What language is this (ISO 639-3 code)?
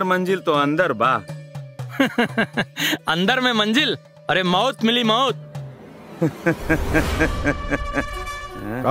bho